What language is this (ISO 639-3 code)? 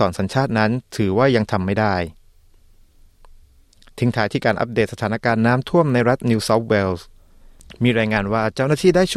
tha